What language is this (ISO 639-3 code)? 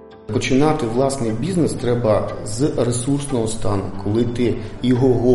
ukr